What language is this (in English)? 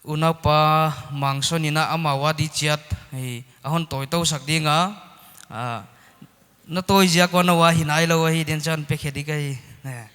Paite Chin